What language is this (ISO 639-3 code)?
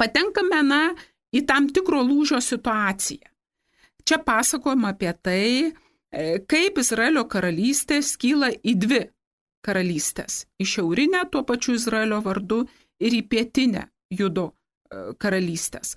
lit